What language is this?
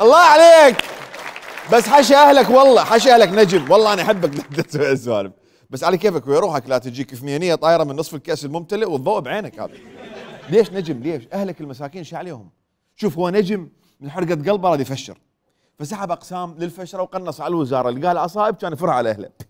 Mesopotamian Arabic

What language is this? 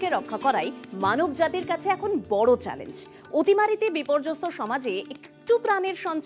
Bangla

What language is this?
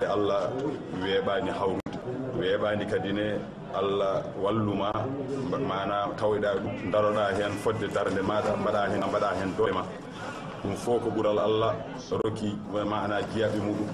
Fula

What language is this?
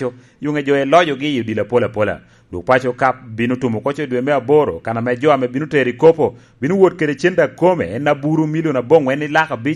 Lango (Uganda)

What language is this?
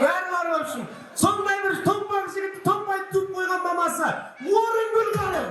Kara-Kalpak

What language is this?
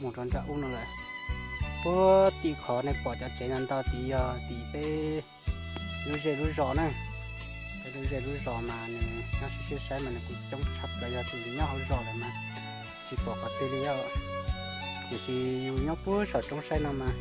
Hmong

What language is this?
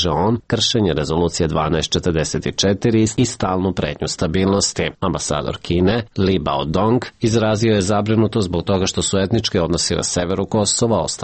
Serbian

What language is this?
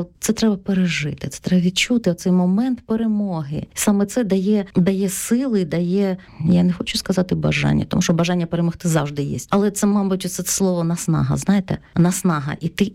Ukrainian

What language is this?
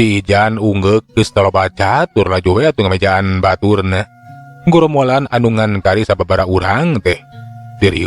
Sundanese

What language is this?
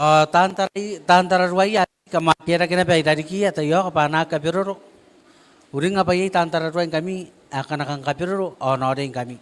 Gilbertese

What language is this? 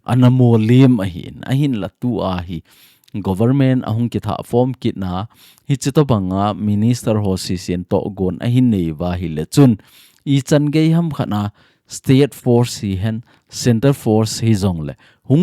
Thado Chin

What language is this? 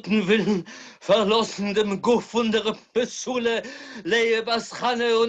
Yiddish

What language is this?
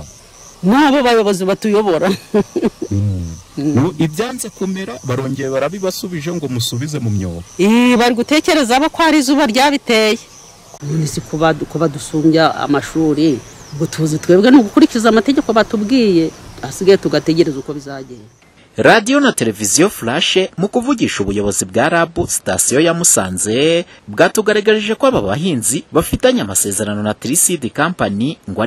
Kinyarwanda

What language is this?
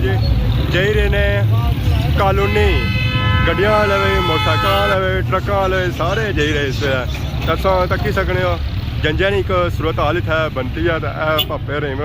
Pahari-Potwari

